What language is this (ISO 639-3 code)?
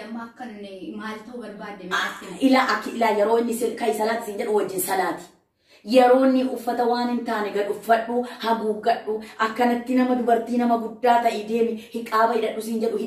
orm